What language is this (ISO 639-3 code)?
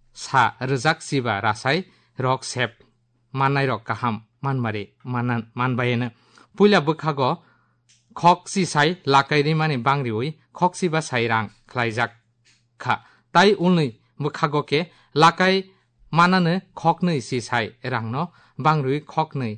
trp